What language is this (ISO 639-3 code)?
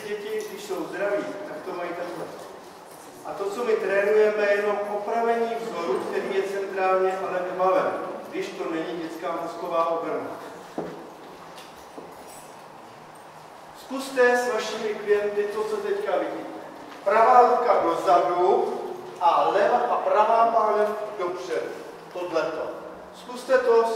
ces